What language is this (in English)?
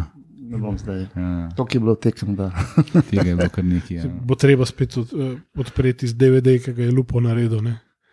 Slovenian